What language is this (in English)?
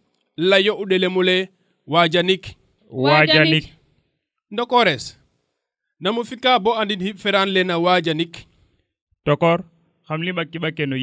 Serer